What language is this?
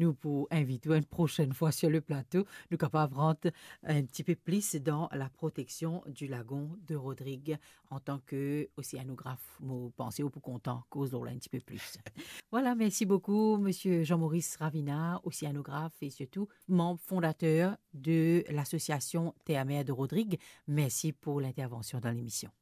Morisyen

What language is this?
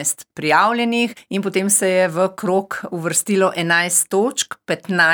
Slovenian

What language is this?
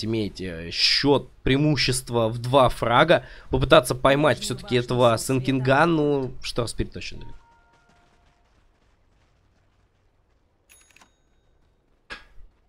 Russian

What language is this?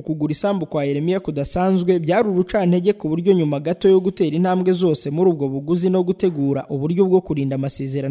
Kinyarwanda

